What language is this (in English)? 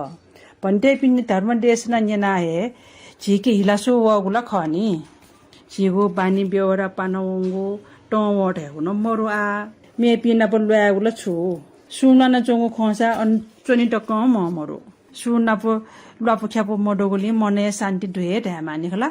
Newari